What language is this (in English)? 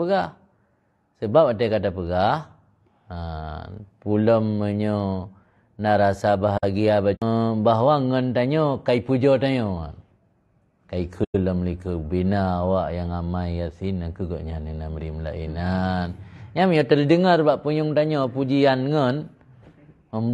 Achinese